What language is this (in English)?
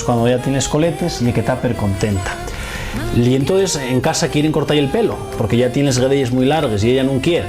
Asturian